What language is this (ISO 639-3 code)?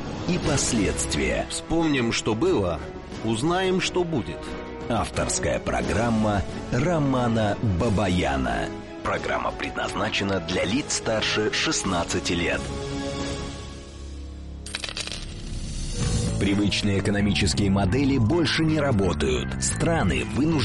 rus